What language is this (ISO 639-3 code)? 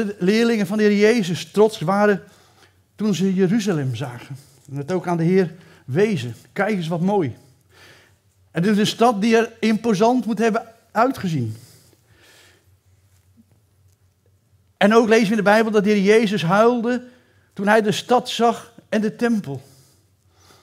nld